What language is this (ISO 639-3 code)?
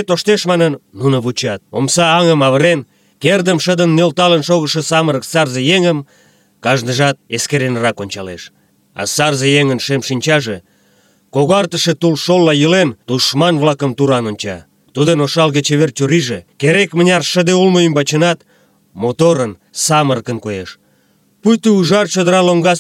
chm